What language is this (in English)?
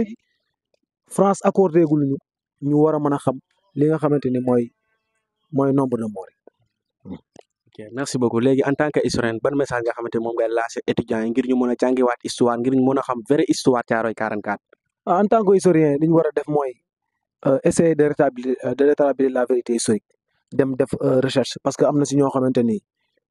Wolof